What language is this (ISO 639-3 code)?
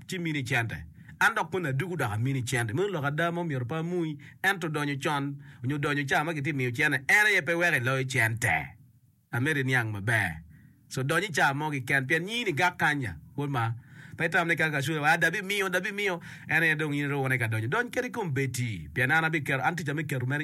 ach